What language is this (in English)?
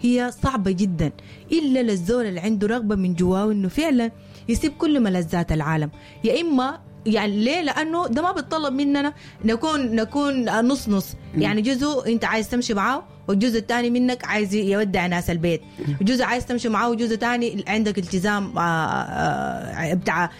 Sudanese Arabic